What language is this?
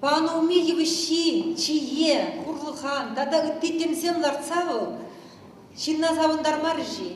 Chuvash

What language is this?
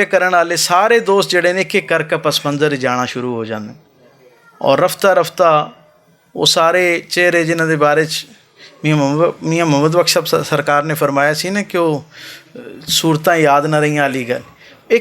Western Panjabi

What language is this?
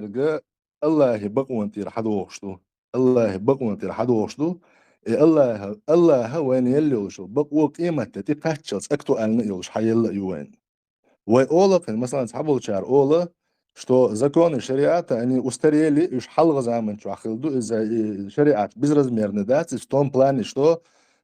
Chechen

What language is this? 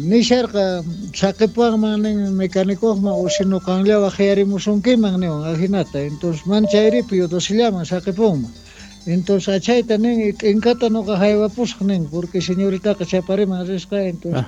Quechua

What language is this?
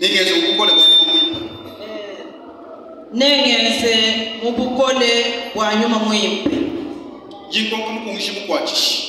Luba-Lulua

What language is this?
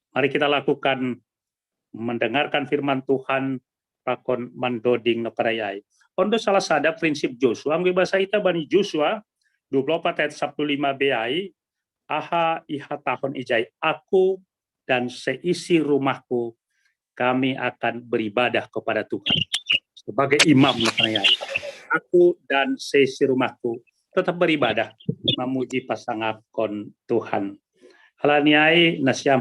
Batak Simalungun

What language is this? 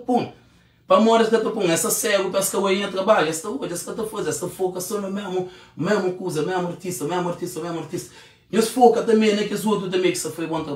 Kabuverdianu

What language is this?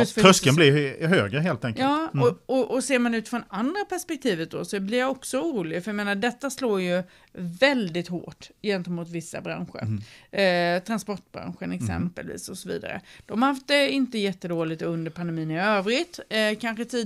Swedish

